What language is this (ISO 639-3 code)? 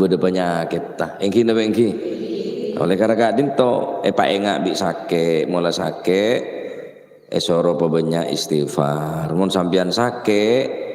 mad